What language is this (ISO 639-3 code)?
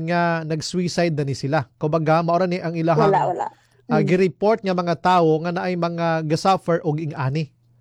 ceb